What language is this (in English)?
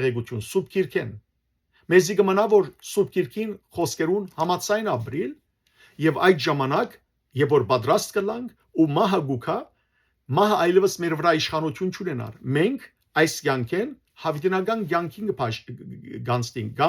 Western Armenian